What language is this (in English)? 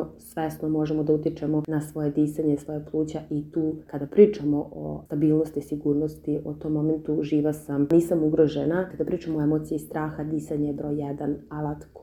Serbian